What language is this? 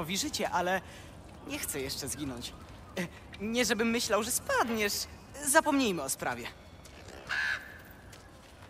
Polish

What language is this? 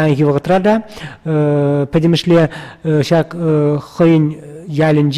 Chuvash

